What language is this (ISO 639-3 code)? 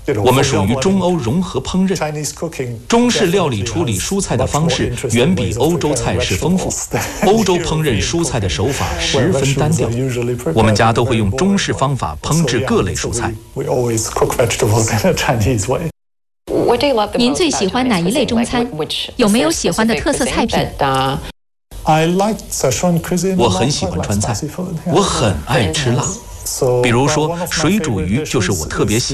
zho